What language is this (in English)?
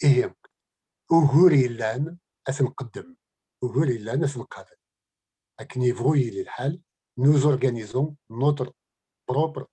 Kabyle